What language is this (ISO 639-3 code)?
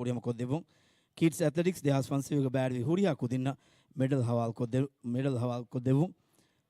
div